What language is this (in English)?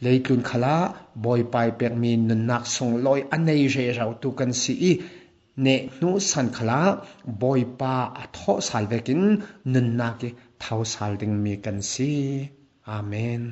Falam Chin